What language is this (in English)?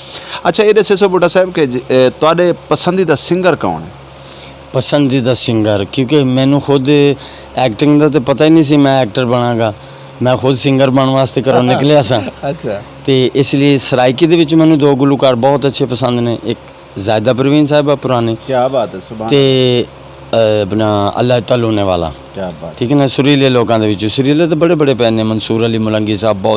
Saraiki